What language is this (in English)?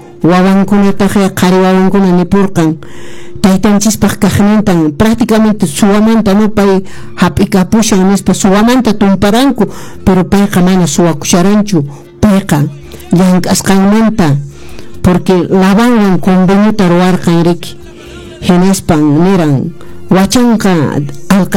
Quechua